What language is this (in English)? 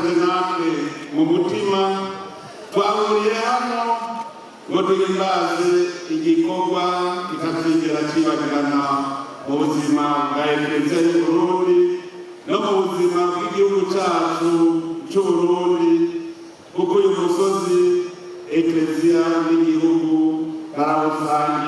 Rundi